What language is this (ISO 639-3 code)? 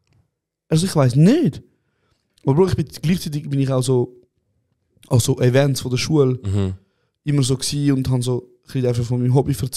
gsw